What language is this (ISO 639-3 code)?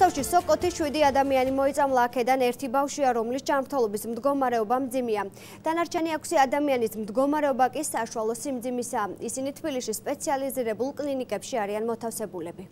kat